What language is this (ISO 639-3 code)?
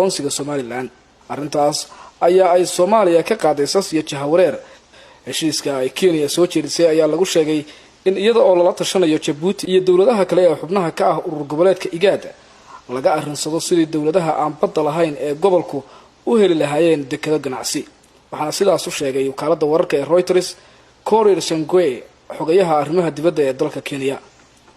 som